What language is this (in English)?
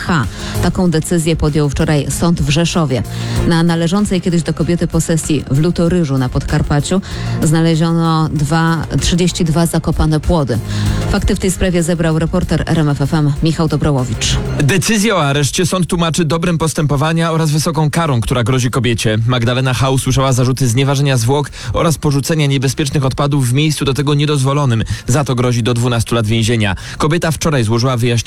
Polish